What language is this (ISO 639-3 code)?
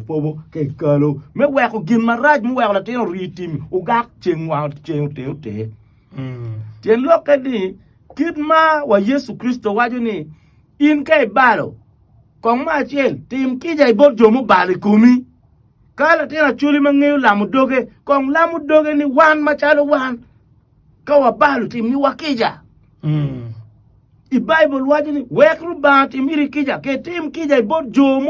ach